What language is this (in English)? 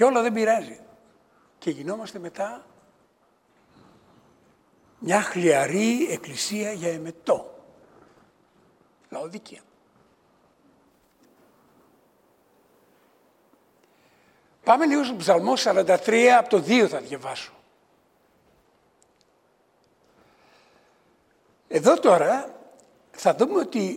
Greek